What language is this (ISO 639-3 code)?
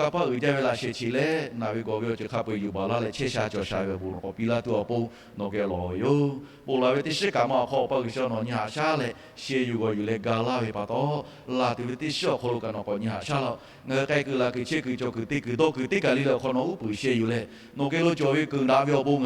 lhu